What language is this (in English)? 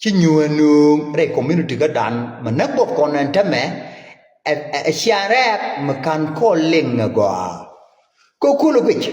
Nuer